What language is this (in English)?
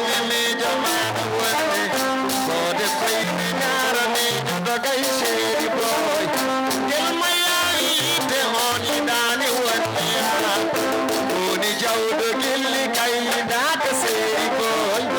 Fula